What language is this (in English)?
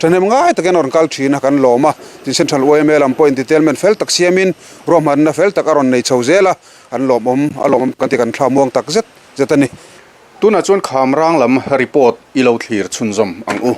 Mizo